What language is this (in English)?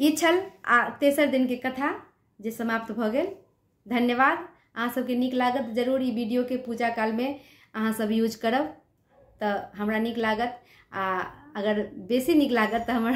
Maithili